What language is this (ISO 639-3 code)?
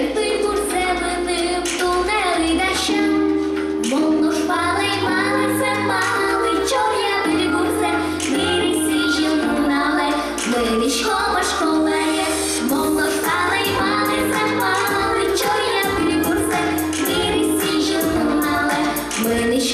udm